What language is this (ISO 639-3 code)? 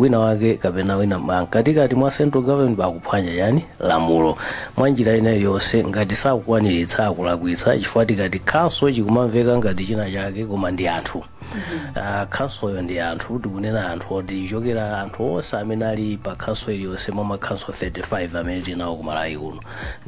nya